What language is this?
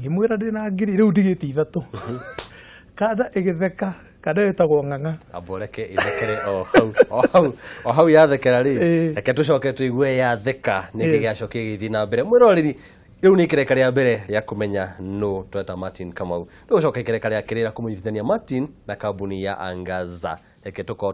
Kikuyu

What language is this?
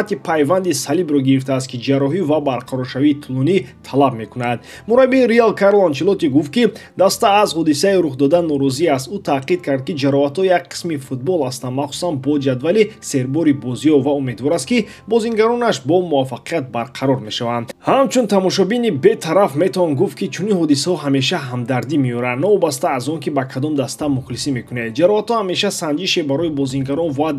Tajik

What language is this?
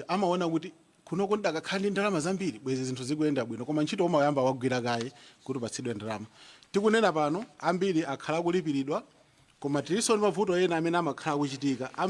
Nyanja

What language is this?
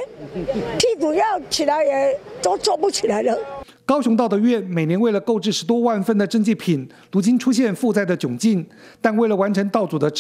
Chinese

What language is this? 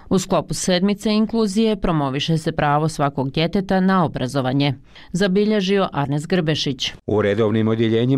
Bosnian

